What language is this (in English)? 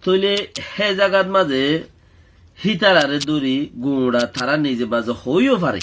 Rohingya